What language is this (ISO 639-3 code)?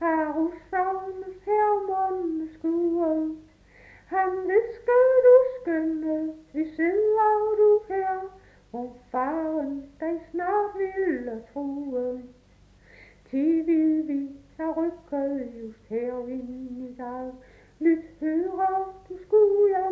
dan